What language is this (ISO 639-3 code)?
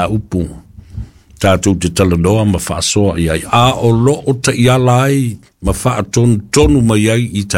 smo